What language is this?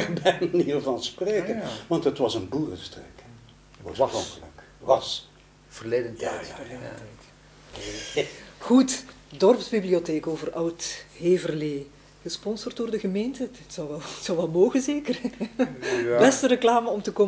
Dutch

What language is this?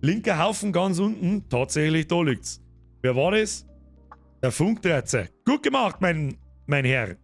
Bavarian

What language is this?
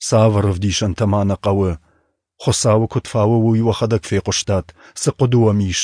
Ossetic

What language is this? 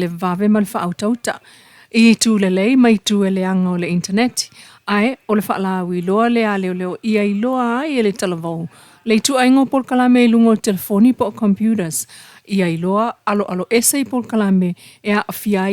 Samoan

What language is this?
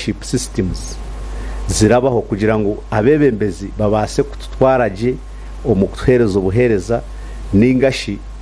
Nyankole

